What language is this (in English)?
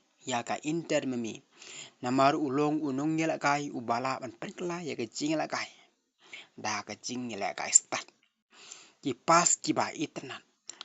Khasi